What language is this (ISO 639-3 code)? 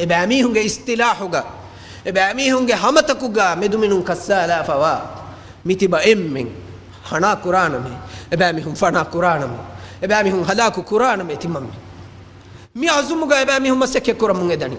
div